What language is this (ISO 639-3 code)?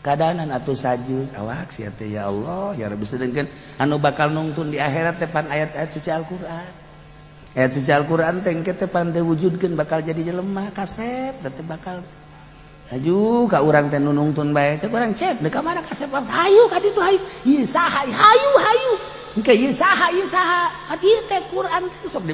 sun